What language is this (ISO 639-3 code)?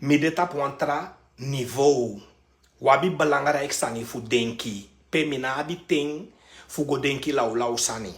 srn